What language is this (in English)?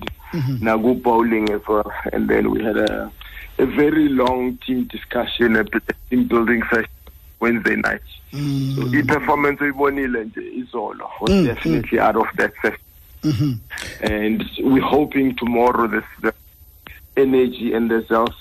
Xhosa